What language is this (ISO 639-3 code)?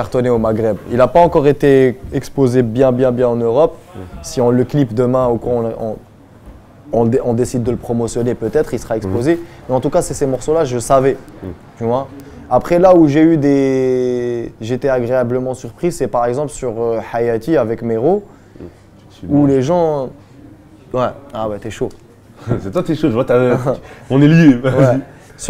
fra